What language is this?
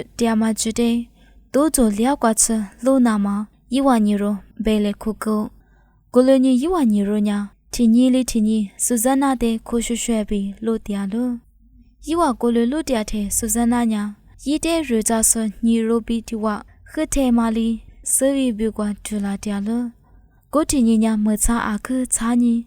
Lisu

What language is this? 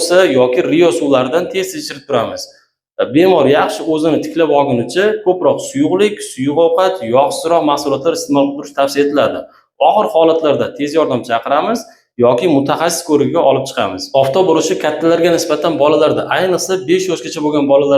Uzbek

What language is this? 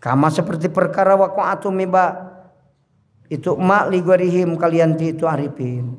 Sundanese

